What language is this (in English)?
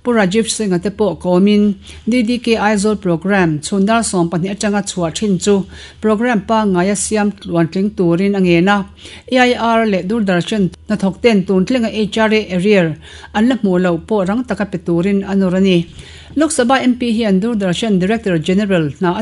Mizo